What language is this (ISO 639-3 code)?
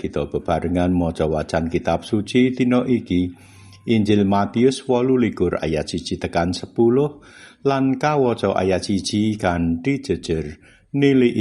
jav